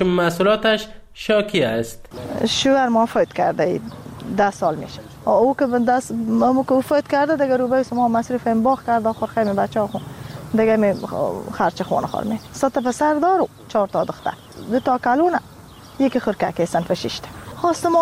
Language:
Persian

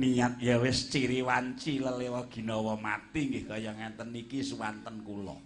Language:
Javanese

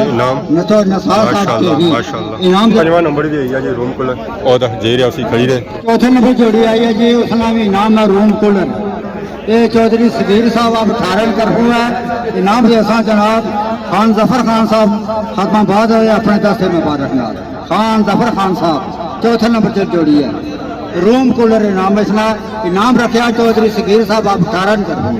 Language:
Pahari-Potwari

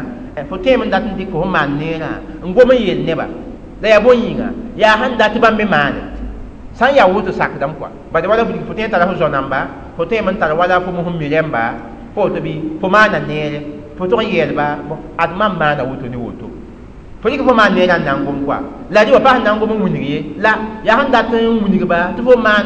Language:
Mossi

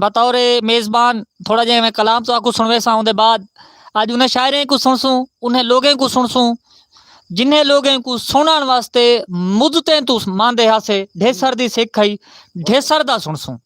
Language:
Saraiki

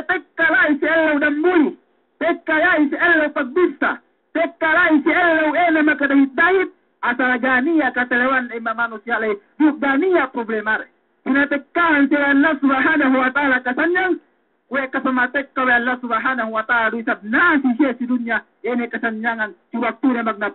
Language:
Yakan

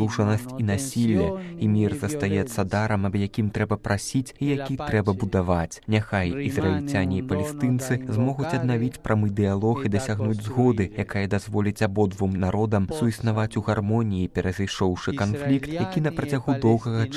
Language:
Belarusian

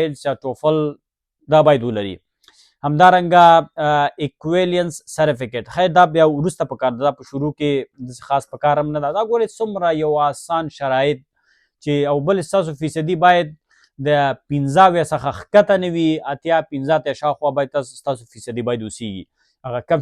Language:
Pashto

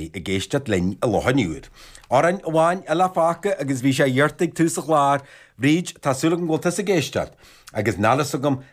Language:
Irish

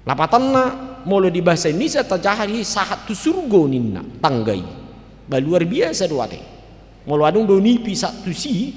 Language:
Batak Toba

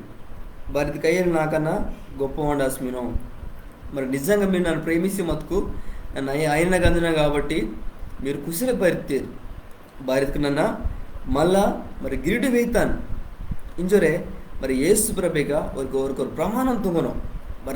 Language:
Koya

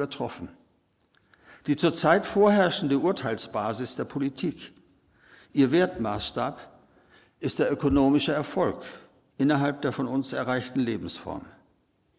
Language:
German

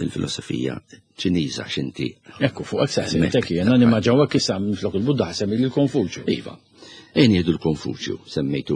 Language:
Maltese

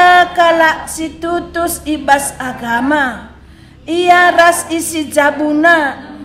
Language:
Batak Karo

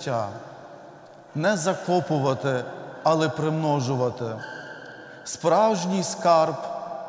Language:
Ukrainian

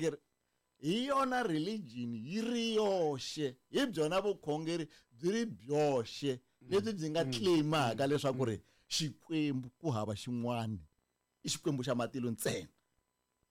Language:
Tsonga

